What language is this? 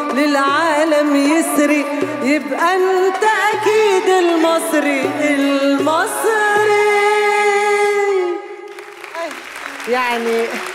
Egyptian Arabic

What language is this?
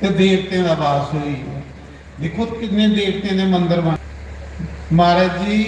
Dogri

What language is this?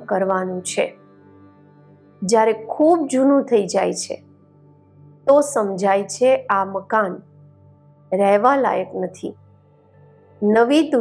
Gujarati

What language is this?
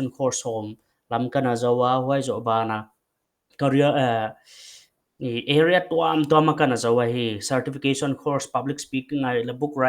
Paite Chin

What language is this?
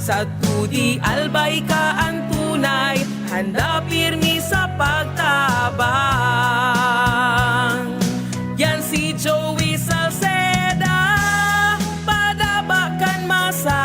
Bikol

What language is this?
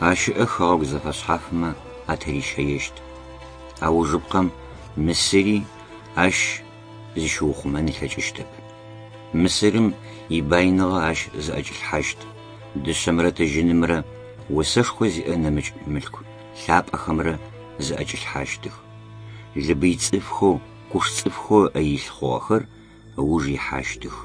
Adyghe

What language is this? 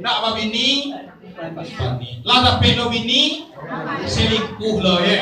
Minangkabau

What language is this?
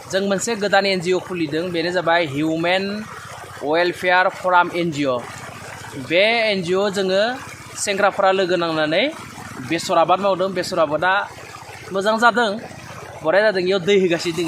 Bodo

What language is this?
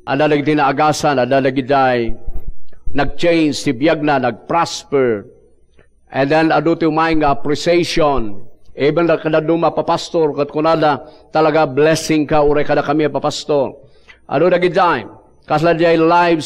Iloko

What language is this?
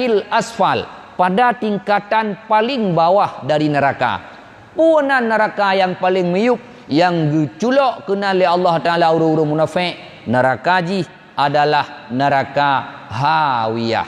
Achinese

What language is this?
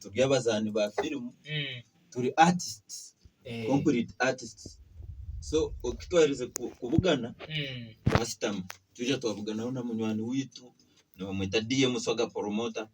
Nyankole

